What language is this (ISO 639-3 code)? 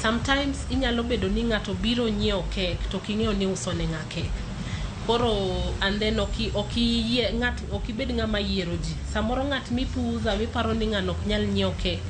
luo